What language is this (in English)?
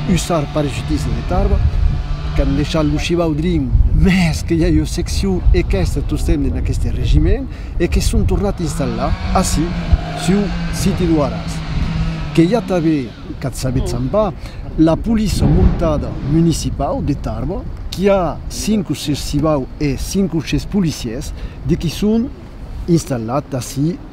Occitan